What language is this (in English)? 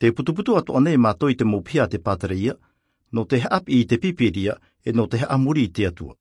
Tahitian